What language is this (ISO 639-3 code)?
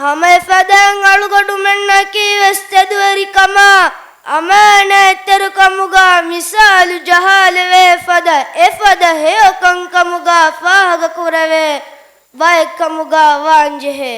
div